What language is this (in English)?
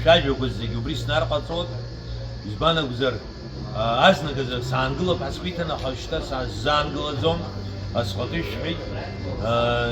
Abkhazian